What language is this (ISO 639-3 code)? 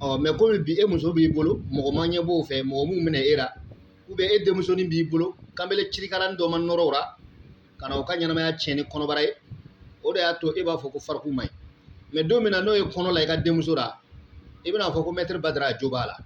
bam